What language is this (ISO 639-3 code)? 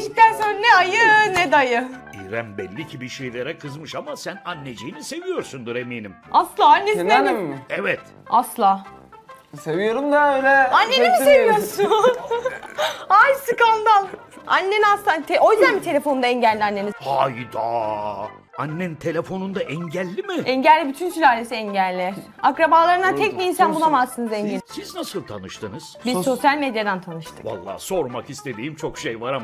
tur